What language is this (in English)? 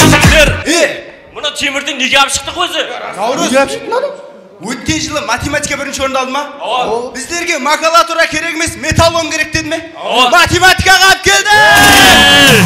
Kara-Kalpak